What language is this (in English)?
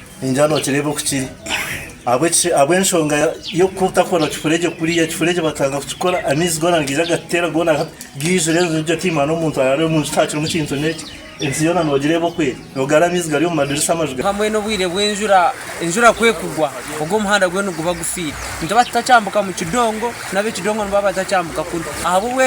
Nyankole